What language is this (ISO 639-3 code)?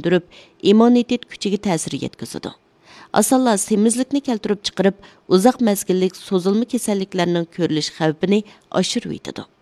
uig